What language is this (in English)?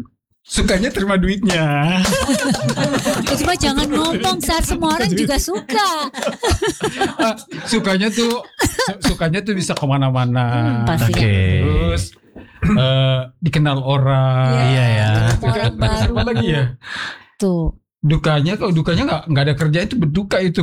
Indonesian